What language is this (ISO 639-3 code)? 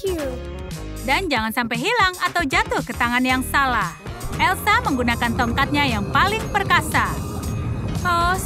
ind